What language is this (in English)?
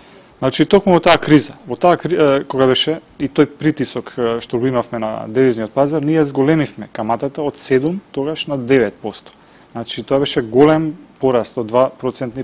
Macedonian